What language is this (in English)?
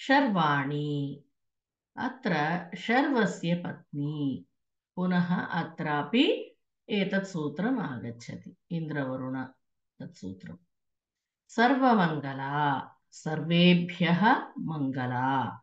Sanskrit